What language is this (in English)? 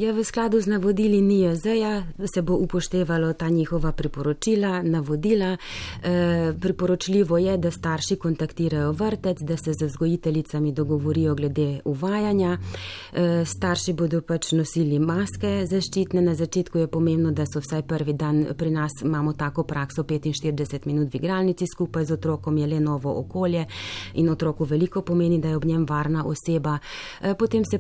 Slovenian